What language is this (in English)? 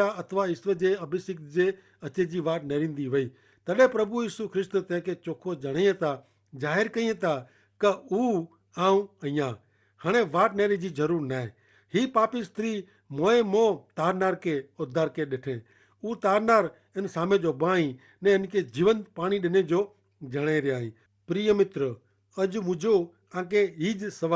Kachhi